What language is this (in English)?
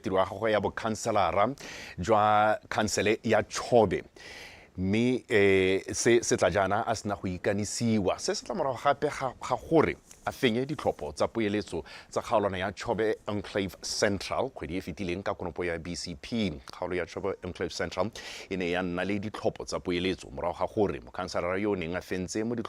Tswana